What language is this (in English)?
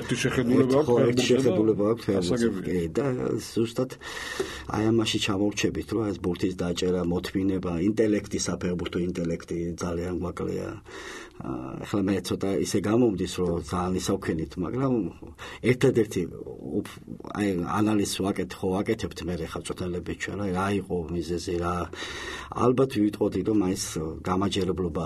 Georgian